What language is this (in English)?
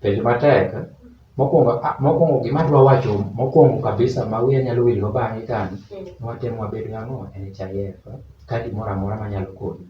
Luo (Kenya and Tanzania)